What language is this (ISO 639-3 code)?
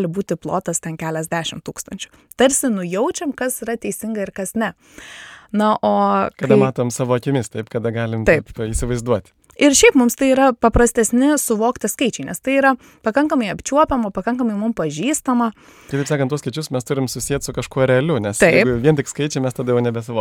lit